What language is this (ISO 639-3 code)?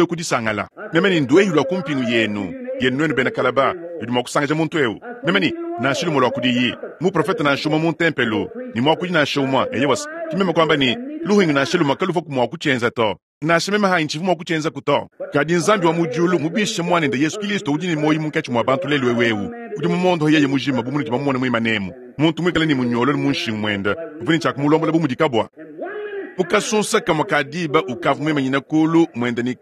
lua